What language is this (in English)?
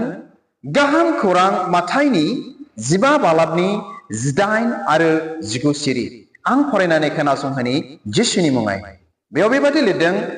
Bodo